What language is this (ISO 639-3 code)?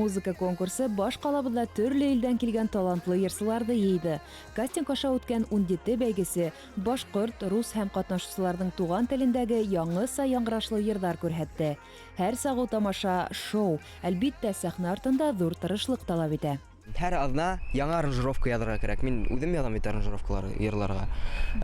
bak